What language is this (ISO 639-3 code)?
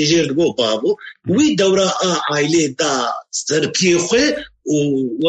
kur